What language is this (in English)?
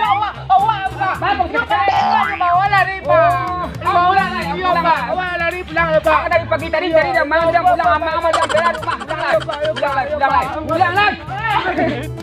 Minangkabau